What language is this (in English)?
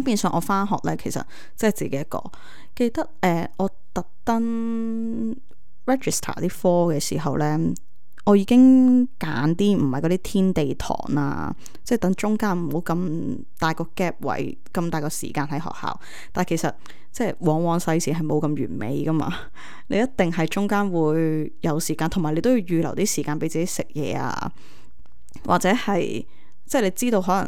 Cantonese